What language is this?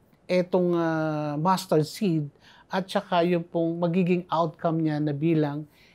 Filipino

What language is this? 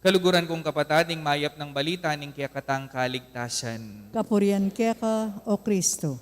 Pampanga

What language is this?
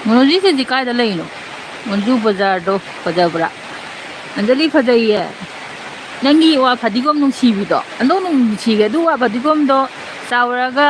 Manipuri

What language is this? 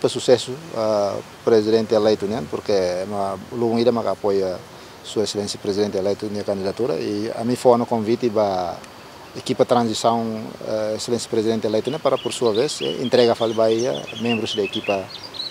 Tetum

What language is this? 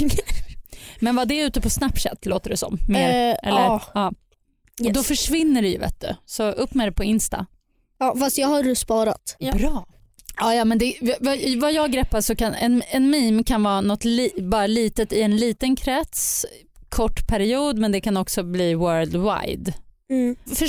Swedish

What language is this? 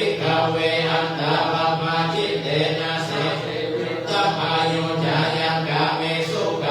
Pali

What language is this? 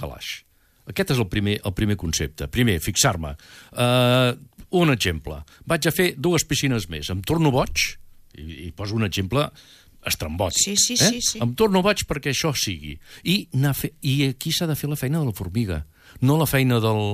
Catalan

